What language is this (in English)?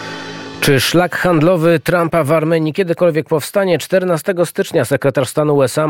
Polish